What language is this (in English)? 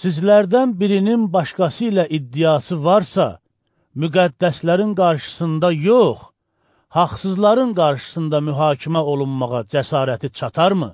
Azerbaijani